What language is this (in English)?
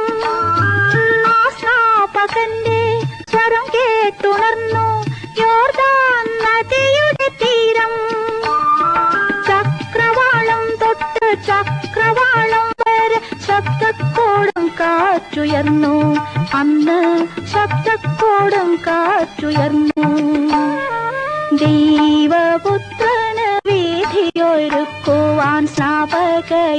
Malayalam